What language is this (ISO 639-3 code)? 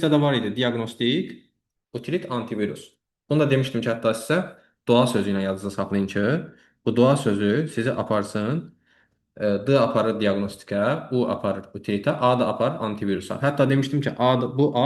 aze